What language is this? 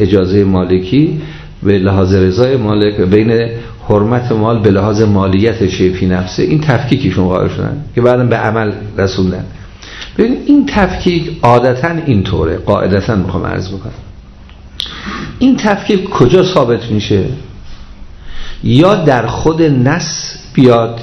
Persian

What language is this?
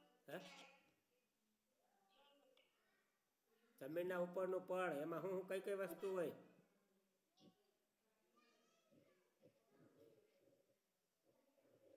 Gujarati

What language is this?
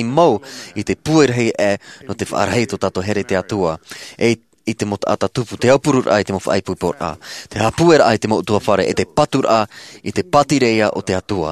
Tahitian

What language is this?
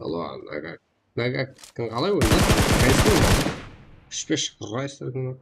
Kara-Kalpak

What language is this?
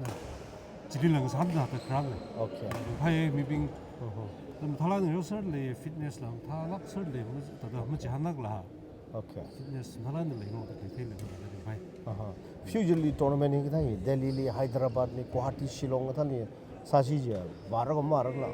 Tangkhul Naga (India)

